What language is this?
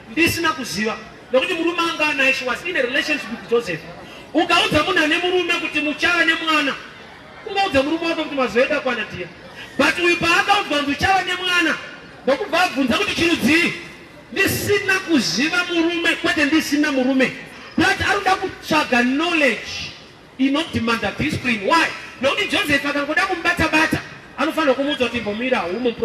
Shona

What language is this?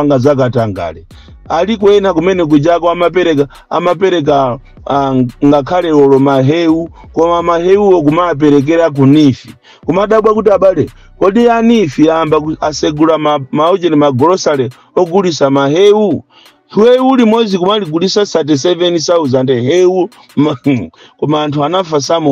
Nyanja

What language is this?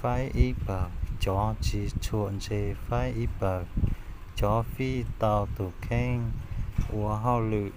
Hmong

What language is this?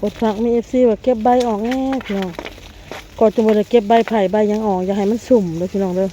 Northeastern Thai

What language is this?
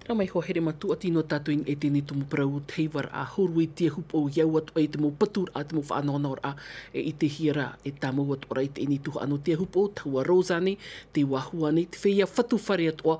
Tahitian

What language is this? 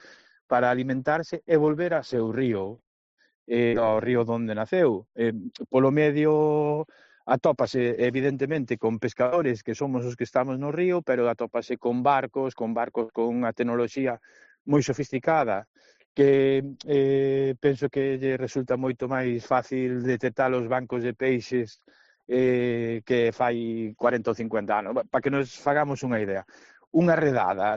Galician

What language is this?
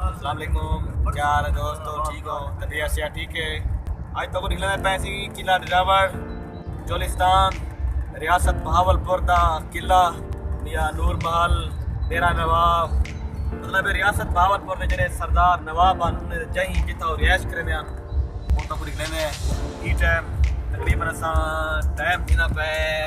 Saraiki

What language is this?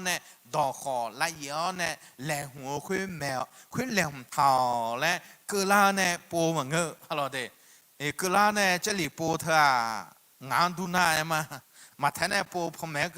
Akha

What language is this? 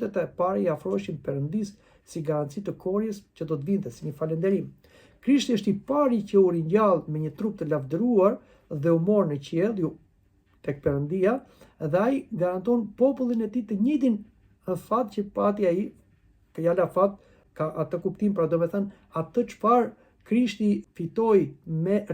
Albanian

